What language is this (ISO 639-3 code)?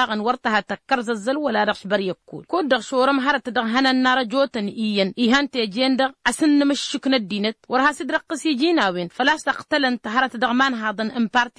taq